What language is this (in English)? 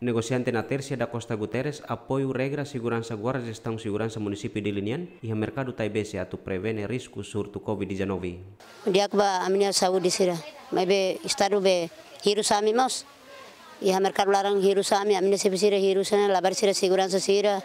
Tetum